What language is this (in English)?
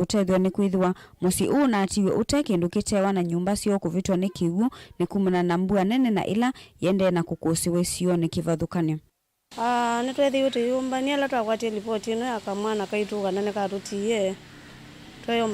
Kamba